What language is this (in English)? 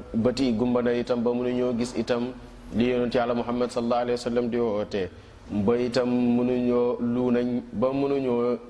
Wolof